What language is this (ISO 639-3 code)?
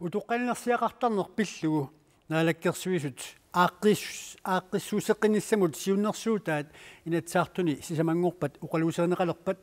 kal